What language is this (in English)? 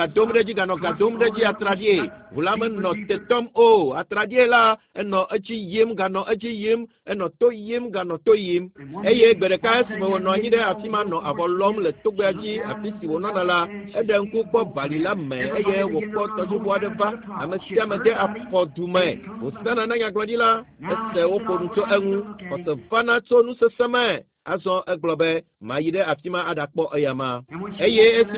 Ewe